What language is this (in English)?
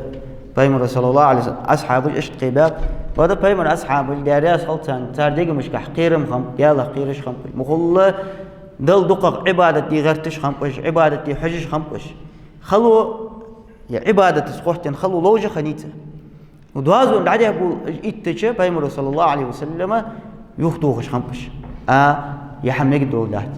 Ingush